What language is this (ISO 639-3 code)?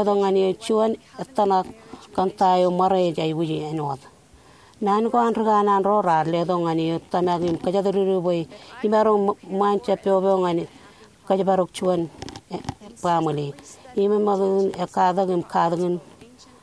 mah